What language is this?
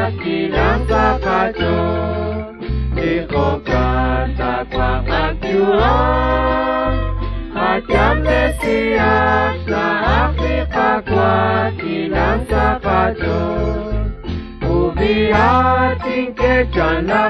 Kekchí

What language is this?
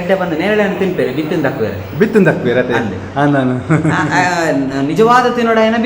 Tulu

